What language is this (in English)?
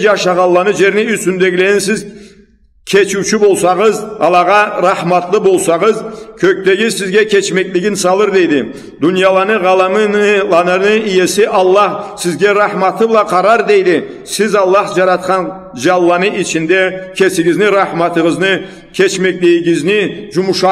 Karachay-Balkar